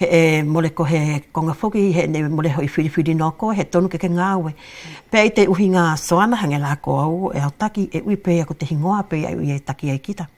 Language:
Wallisian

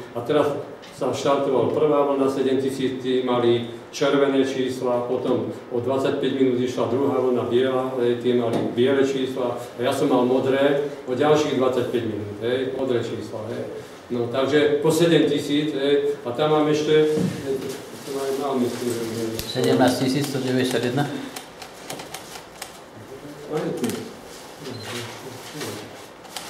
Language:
Slovak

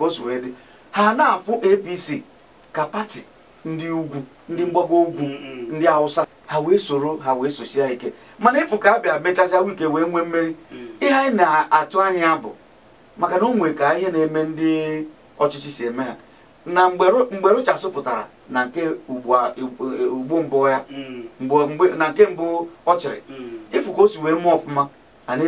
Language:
Igbo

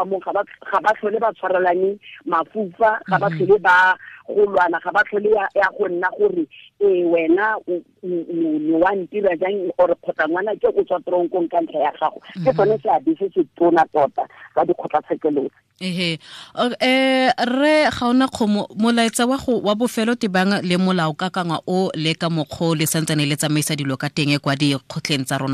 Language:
Tswana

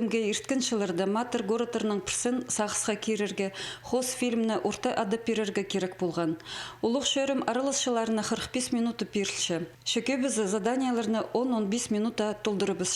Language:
Khakas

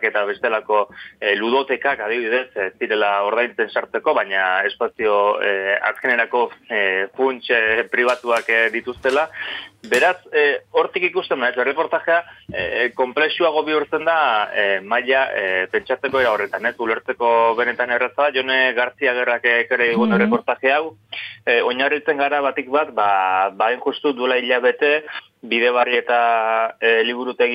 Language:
Basque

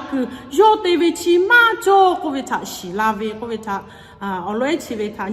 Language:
Lahu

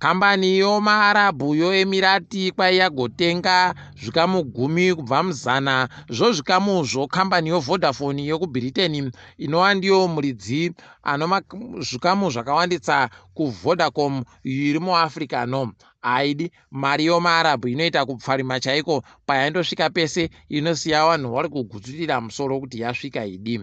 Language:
Ndau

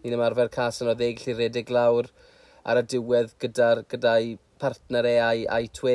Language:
Welsh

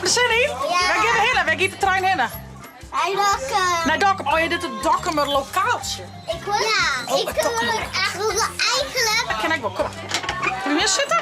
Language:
Western Frisian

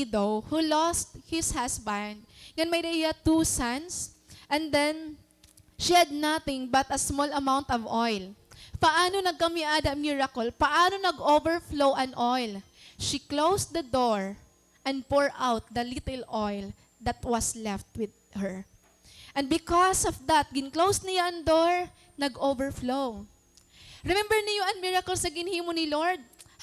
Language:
Waray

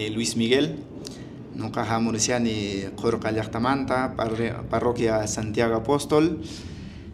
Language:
Quechua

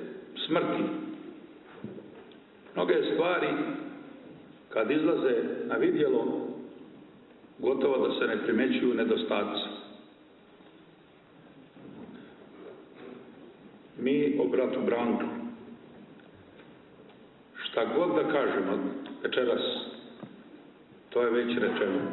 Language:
Serbian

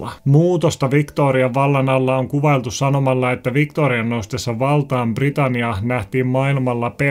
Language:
Finnish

